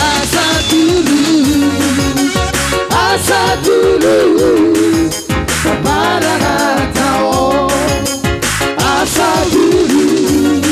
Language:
Batak Toba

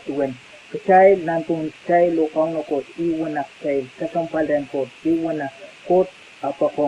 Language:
Pohnpeian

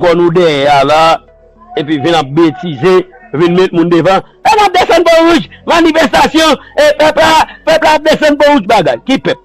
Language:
Haitian Creole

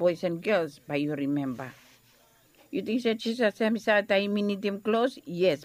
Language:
Bislama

